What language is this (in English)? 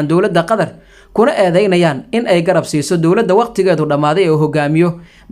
Somali